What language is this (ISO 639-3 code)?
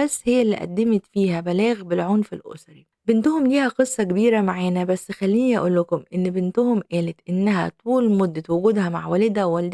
arz